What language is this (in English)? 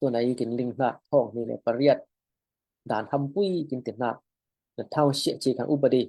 Falam Chin